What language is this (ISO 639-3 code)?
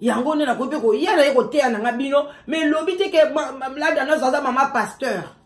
lin